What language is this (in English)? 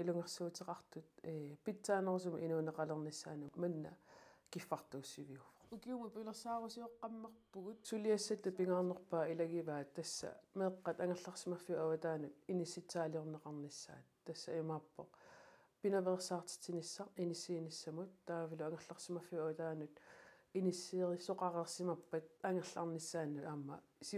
Kalaallisut